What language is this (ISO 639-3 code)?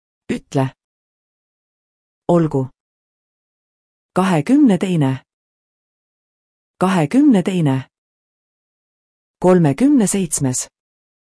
est